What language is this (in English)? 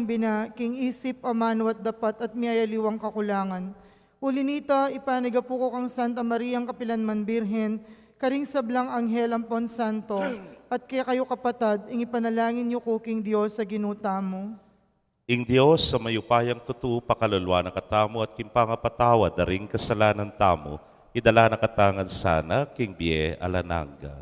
Pampanga